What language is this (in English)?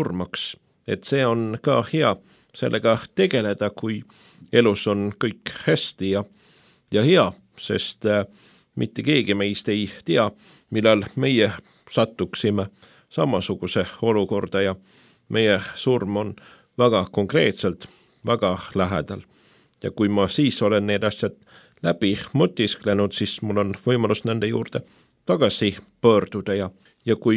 Estonian